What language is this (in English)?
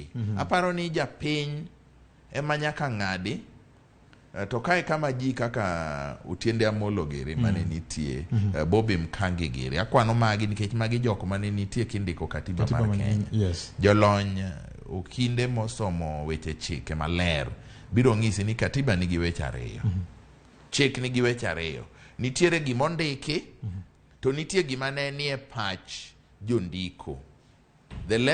Luo (Kenya and Tanzania)